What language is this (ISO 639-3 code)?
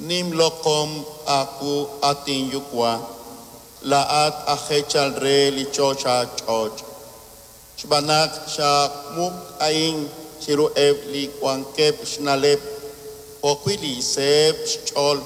kek